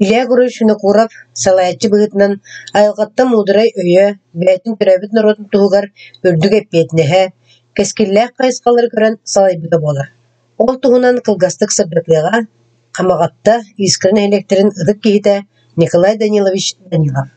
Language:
Yakut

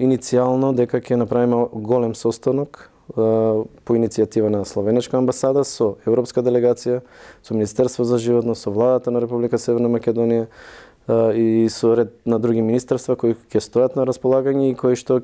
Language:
Macedonian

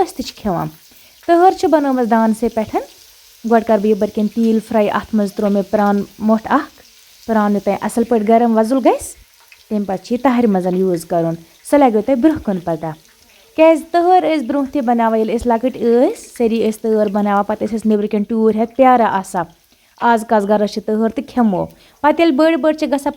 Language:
Kashmiri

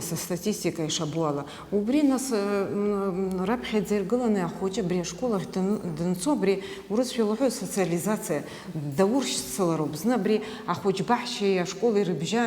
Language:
Abkhazian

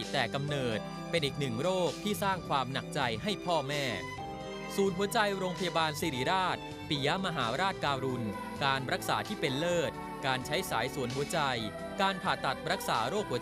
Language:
Thai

